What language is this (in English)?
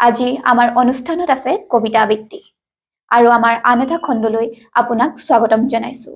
Assamese